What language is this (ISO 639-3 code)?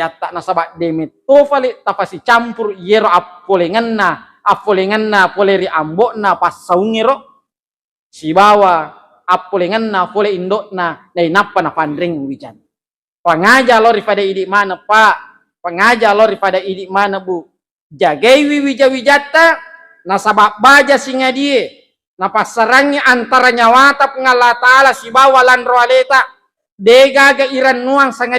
bug